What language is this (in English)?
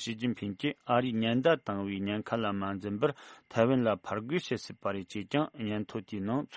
Tibetan